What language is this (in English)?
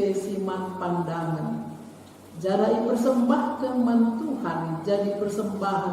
Batak Karo